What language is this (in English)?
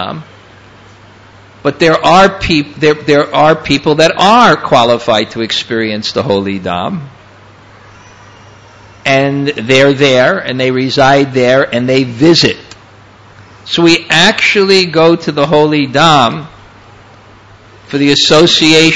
English